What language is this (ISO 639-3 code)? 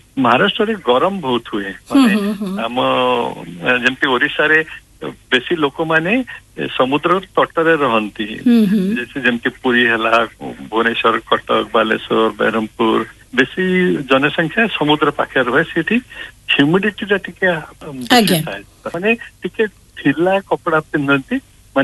ori